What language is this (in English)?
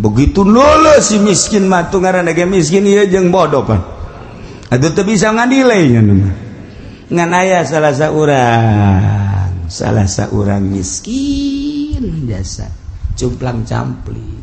Sundanese